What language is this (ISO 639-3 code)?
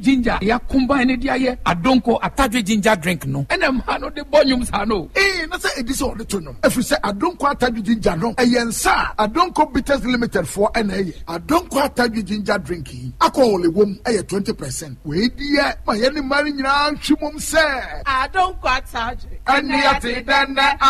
aka